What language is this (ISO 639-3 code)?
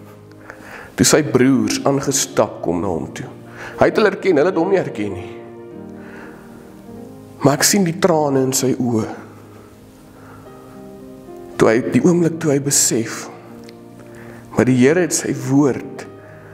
afr